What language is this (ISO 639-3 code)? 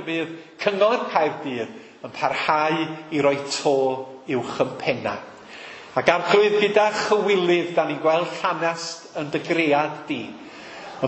cym